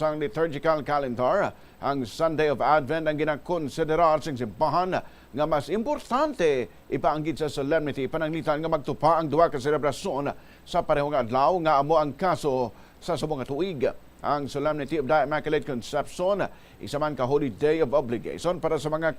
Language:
Hiligaynon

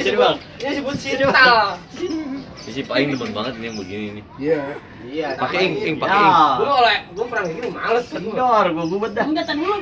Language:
Betawi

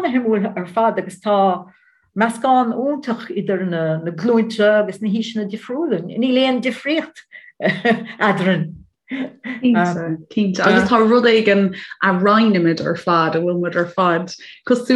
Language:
Irish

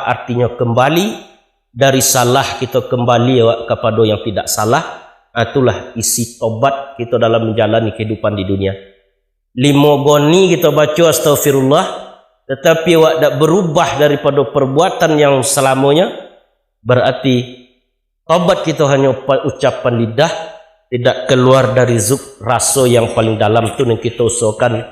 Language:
Minangkabau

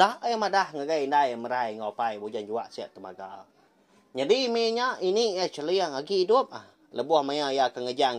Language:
Iban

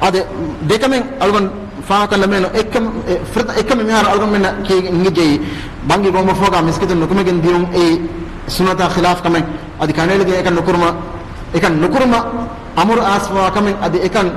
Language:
Divehi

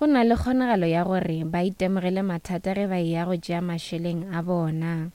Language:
Northern Sotho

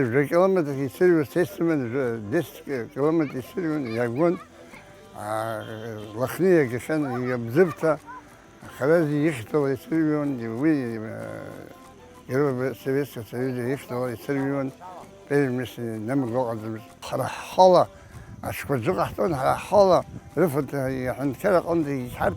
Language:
Abkhazian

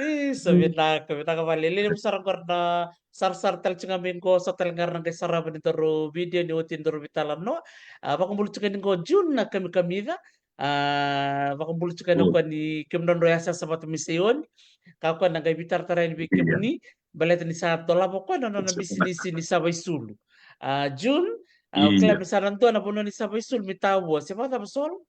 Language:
Fijian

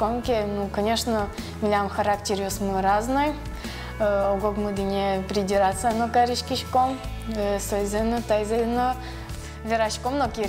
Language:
Udmurt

